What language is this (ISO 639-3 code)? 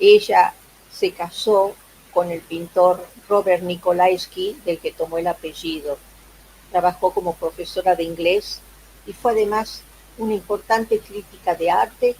lad